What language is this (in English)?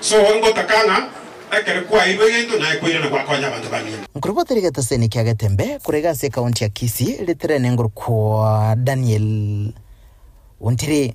Gusii